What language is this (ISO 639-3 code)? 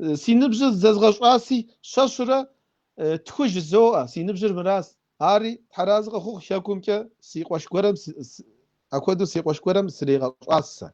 kbd